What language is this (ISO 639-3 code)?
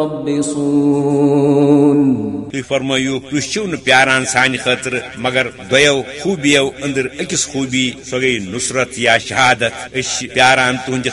kas